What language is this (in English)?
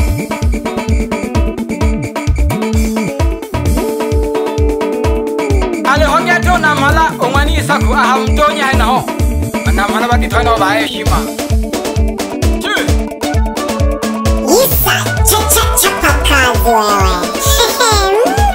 Swahili